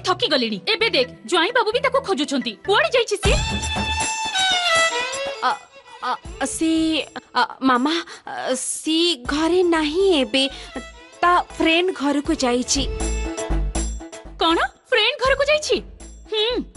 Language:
Odia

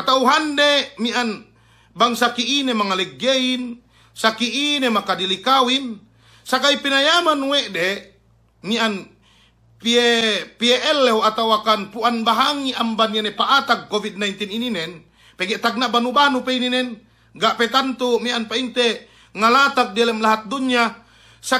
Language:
Yakan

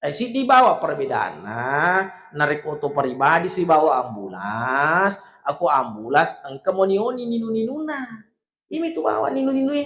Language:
Buginese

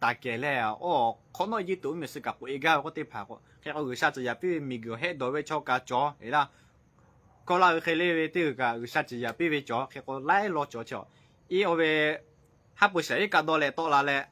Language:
Lahu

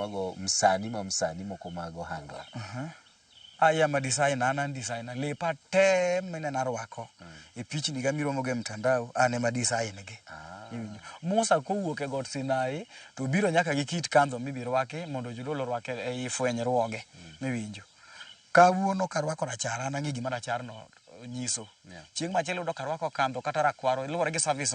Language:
Luo (Kenya and Tanzania)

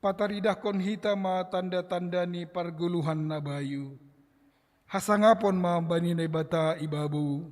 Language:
Batak Simalungun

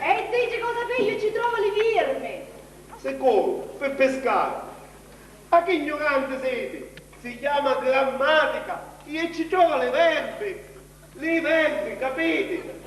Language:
Sicilian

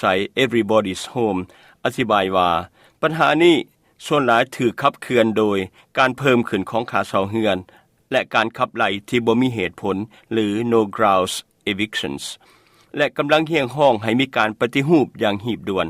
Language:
Lao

